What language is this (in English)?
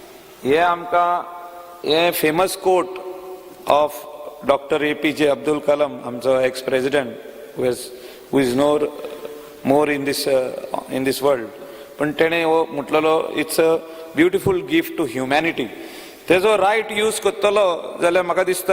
Konkani